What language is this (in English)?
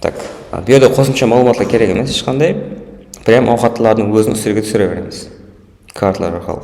Kara-Kalpak